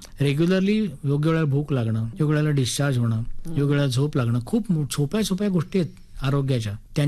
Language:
Marathi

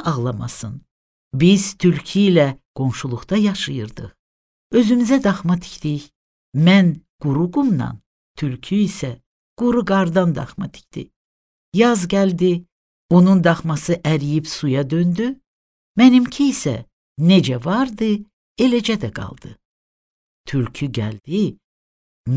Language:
Azerbaijani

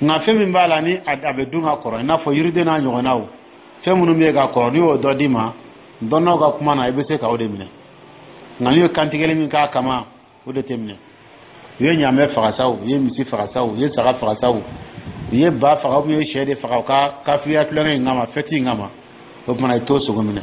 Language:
Dyula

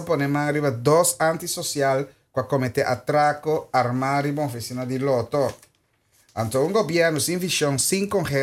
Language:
Papiamento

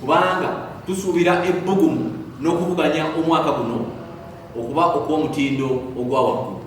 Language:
Ganda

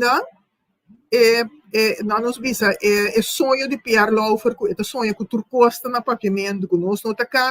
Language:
Papiamento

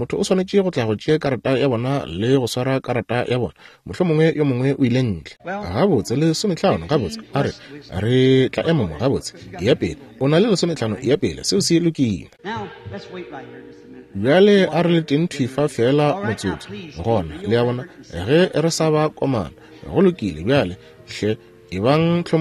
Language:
Northern Sotho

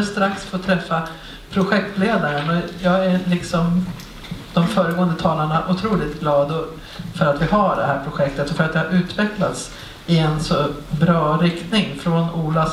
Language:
Swedish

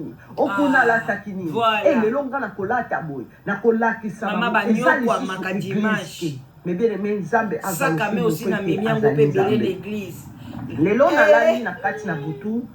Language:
Lingala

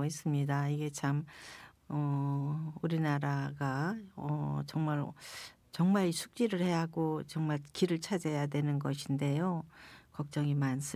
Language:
Korean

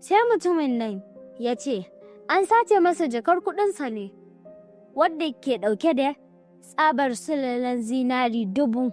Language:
Hausa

